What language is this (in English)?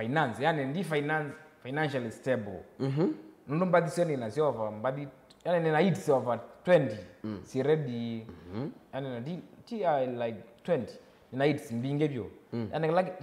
Kamba